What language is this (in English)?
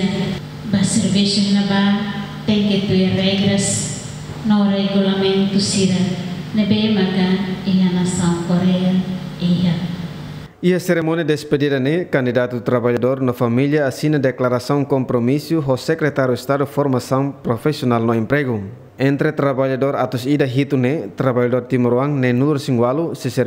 Tetum